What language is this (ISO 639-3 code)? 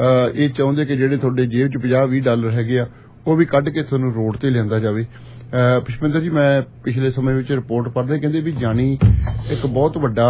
pan